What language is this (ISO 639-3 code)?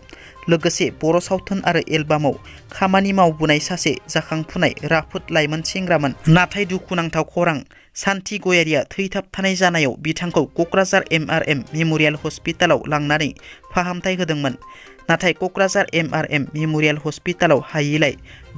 brx